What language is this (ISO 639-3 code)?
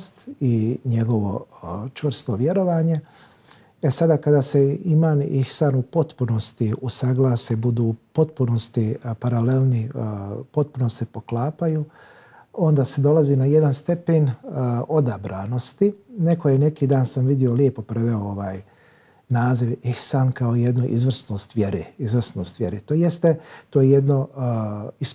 bos